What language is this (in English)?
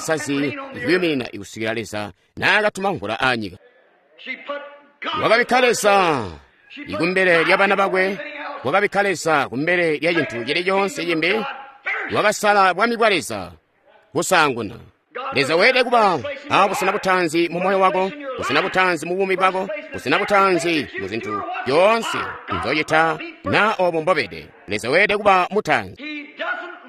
Tonga (Zambia)